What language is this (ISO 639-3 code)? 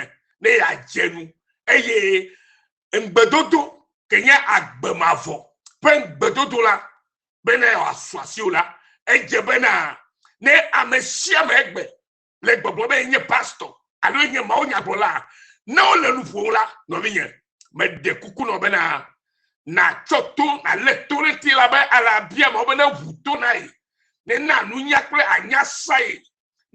ewe